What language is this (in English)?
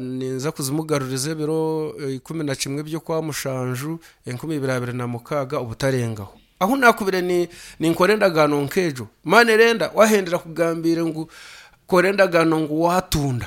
Nyankole